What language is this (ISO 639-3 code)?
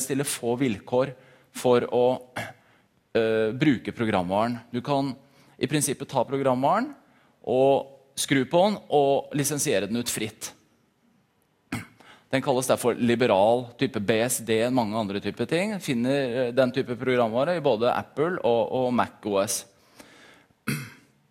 nor